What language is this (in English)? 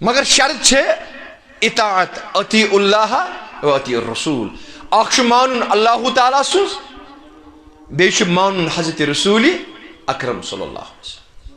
Kashmiri